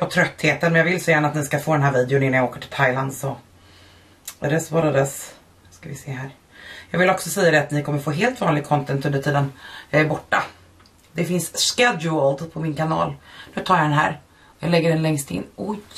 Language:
Swedish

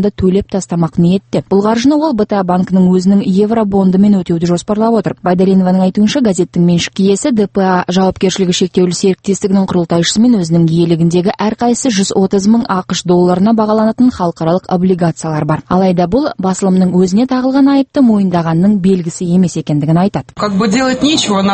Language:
Kazakh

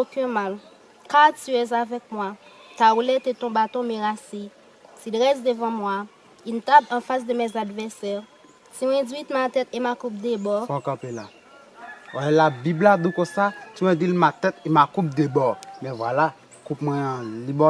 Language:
Haitian Creole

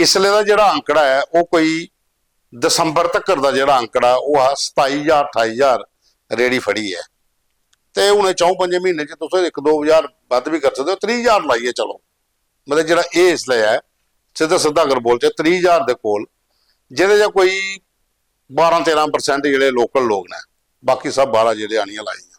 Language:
Dogri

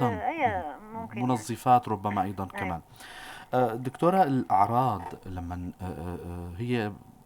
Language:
North Levantine Arabic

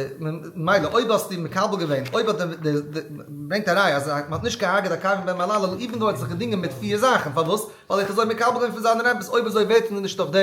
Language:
Yiddish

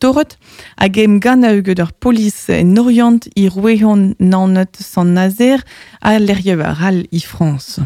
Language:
Breton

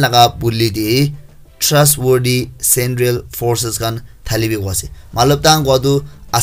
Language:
Naga Pidgin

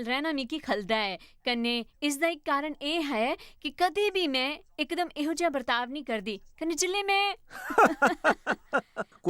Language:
Dogri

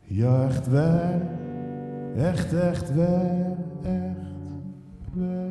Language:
Zeelandic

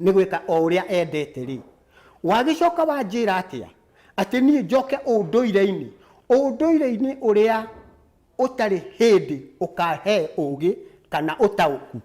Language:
Kikuyu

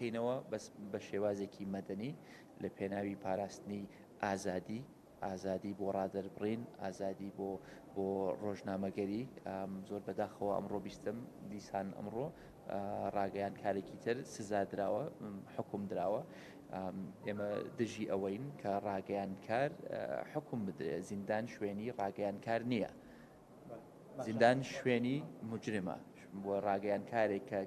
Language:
Central Kurdish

